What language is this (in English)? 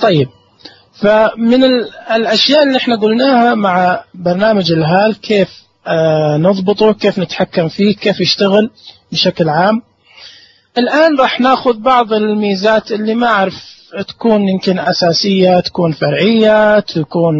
Najdi Arabic